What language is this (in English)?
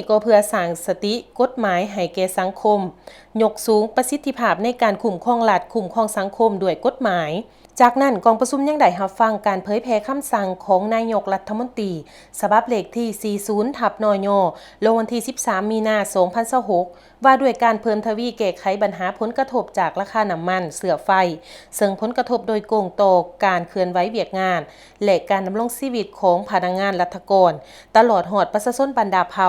Lao